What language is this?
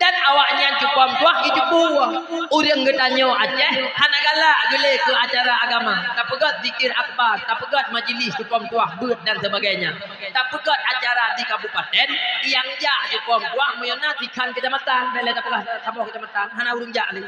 Achinese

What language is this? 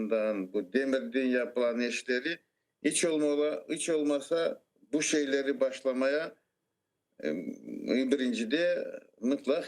Crimean Tatar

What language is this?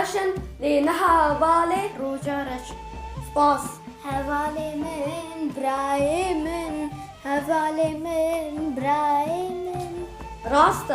Kurdish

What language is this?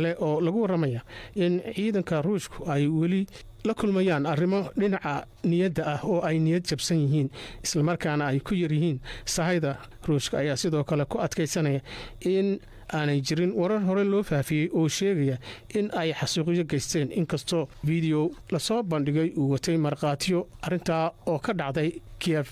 Somali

